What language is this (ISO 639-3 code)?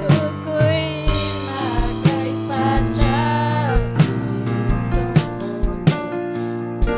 quy